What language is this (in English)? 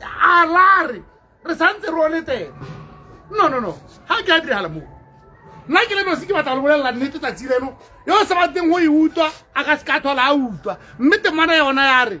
Tswana